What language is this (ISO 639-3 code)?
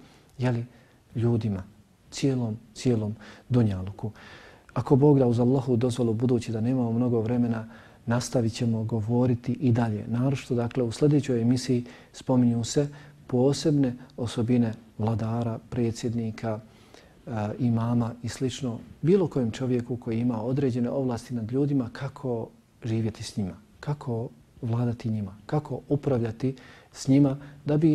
bos